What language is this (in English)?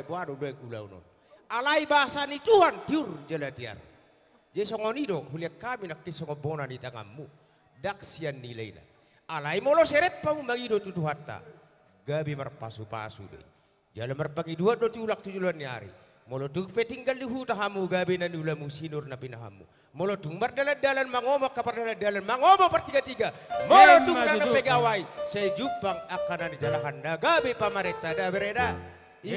Batak Toba